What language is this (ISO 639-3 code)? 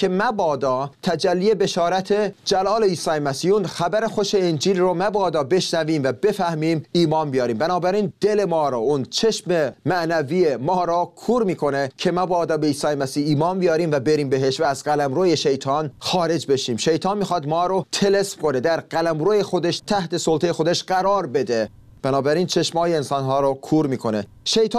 fas